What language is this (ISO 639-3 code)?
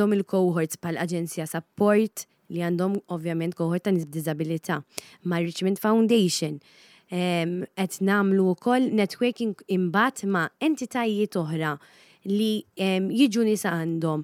mlt